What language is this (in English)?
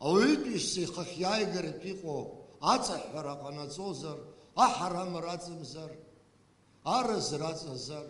Abkhazian